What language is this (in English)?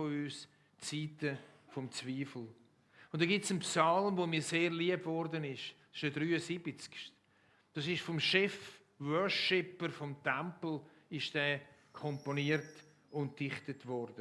Swiss German